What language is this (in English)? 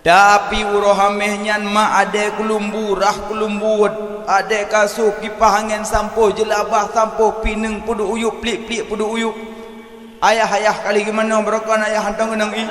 Achinese